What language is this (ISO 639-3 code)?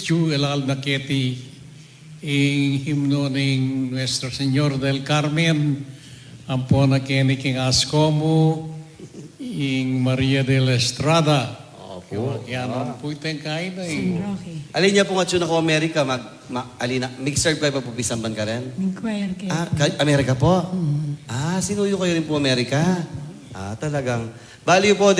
pam